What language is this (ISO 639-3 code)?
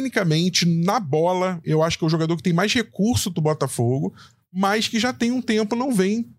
por